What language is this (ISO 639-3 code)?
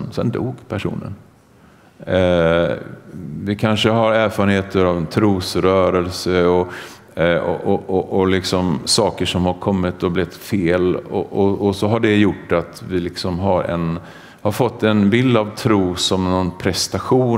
swe